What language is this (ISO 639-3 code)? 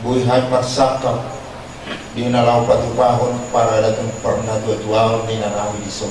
bbc